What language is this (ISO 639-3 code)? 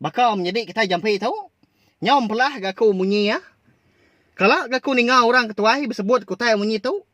iba